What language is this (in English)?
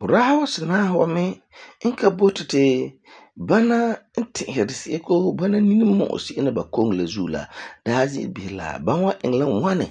Frafra